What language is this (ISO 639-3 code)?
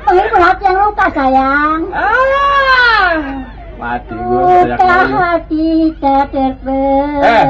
bew